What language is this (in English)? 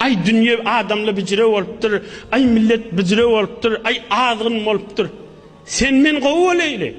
Turkmen